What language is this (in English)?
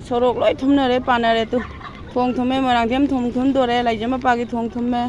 Manipuri